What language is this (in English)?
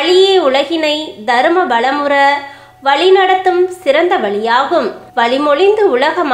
Tamil